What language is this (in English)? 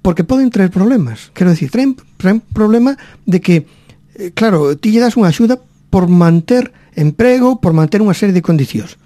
Galician